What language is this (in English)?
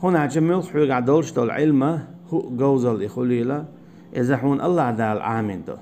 Chechen